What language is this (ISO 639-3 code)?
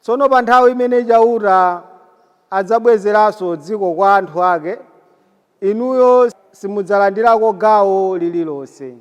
nya